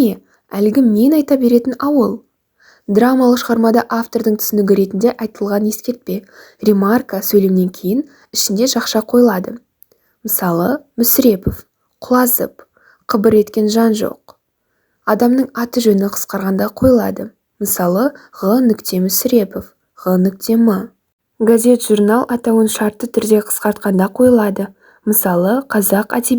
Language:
Kazakh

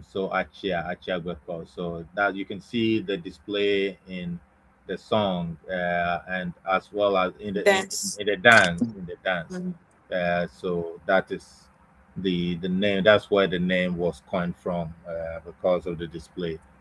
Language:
Ewe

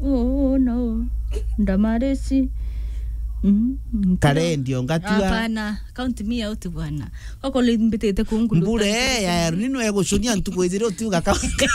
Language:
Meru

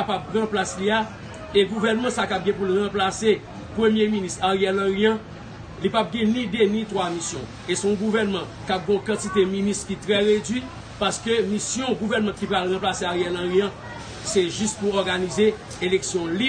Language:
Haitian Creole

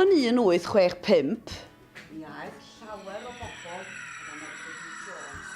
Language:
Welsh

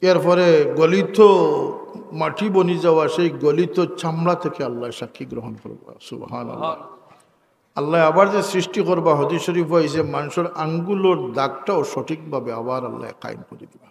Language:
Sylheti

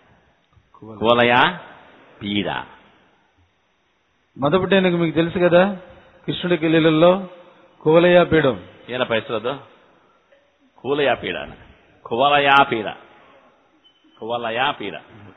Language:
Telugu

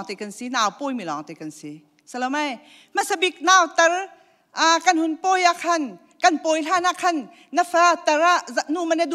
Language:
Hakha Chin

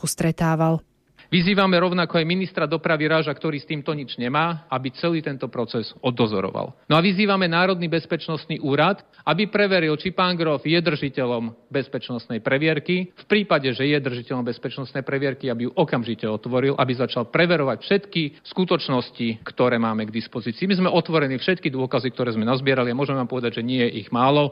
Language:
Slovak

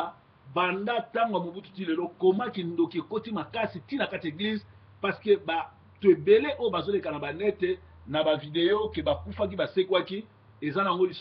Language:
Lingala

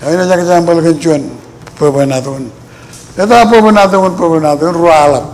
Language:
Marshallese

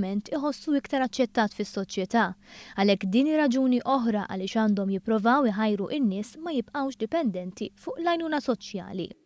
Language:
Maltese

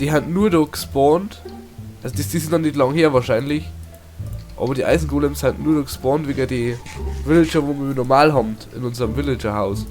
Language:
Bavarian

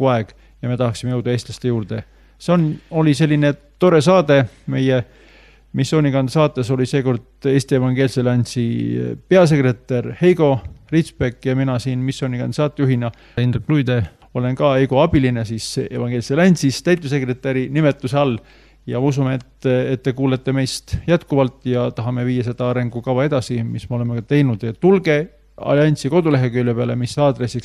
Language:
Estonian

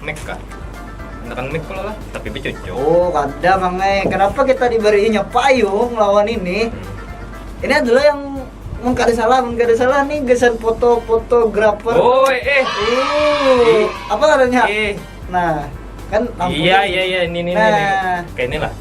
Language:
Banjar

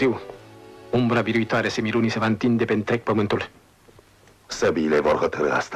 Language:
Romanian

